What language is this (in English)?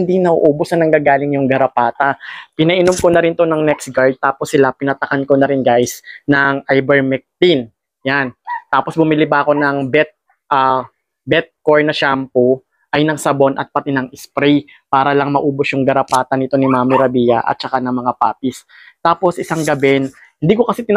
Filipino